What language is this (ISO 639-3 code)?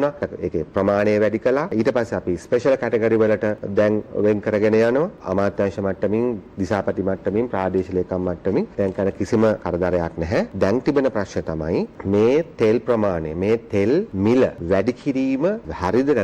sin